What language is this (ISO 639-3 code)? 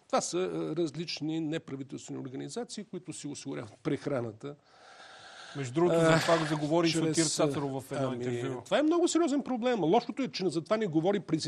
bul